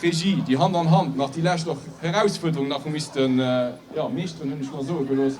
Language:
Luxembourgish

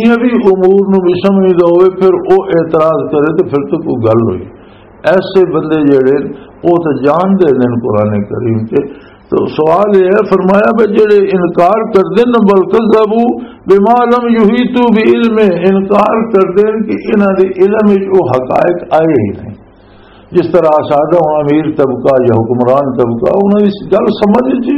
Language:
Western Panjabi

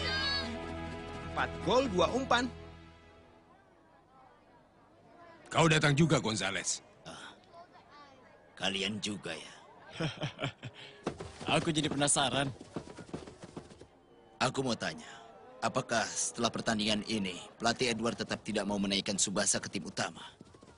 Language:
Indonesian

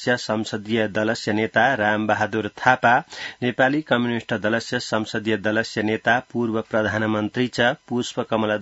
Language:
Sanskrit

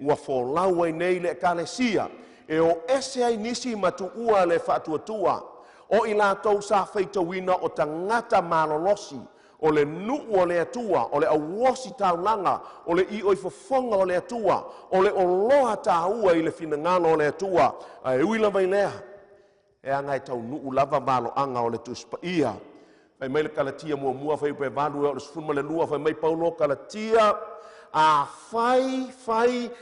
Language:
Samoan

